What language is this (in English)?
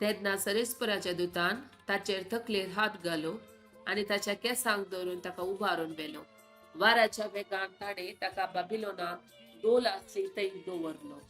Konkani